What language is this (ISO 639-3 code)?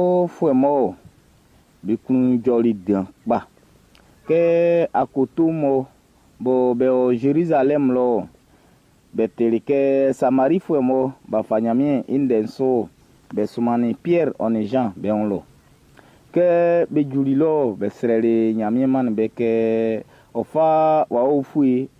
bci